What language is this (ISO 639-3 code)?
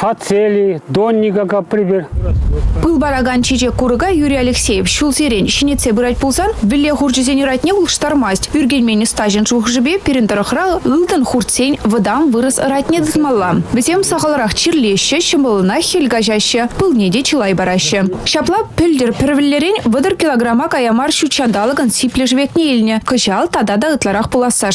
chv